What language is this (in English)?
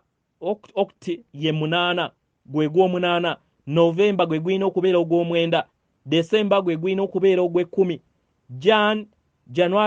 Ganda